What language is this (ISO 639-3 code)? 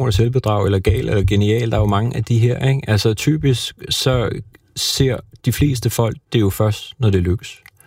dan